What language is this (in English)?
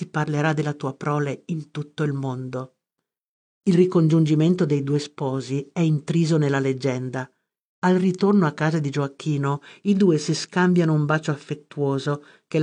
Italian